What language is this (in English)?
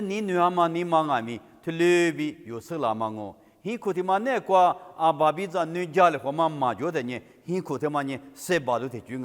Lisu